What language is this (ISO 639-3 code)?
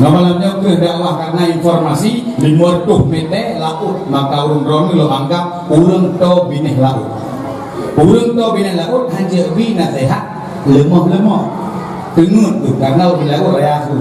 ace